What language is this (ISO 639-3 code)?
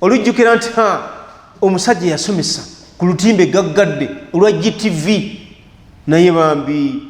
lug